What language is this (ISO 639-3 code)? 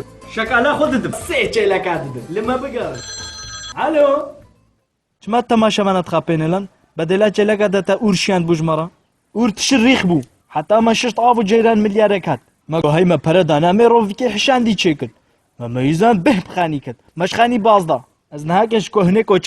kur